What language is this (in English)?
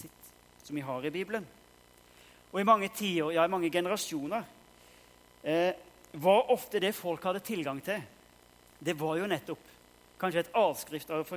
Norwegian